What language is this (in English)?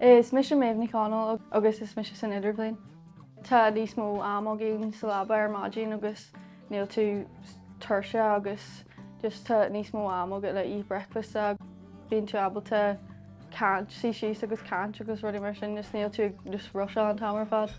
Irish